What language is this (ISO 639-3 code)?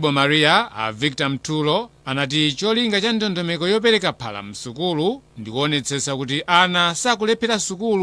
nya